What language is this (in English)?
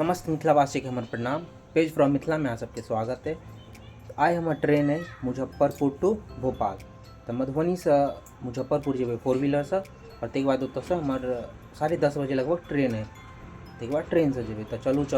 Maithili